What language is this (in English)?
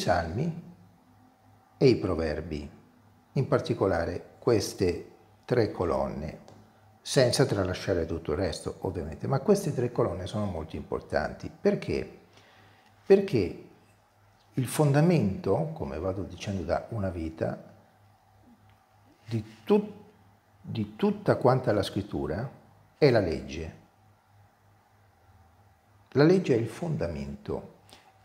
Italian